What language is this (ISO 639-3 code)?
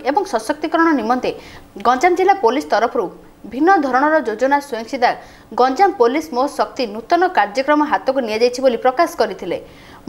ori